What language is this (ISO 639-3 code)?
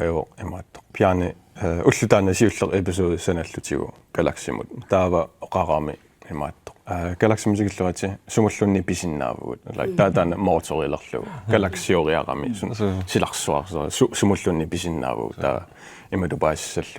kal